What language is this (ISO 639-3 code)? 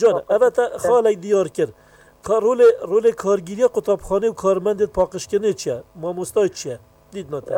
kur